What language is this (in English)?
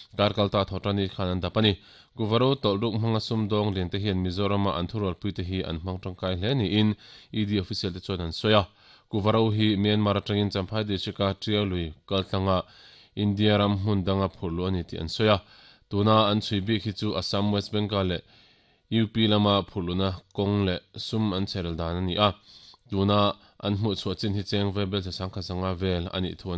Mizo